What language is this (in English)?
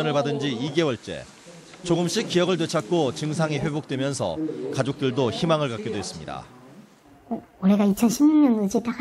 Korean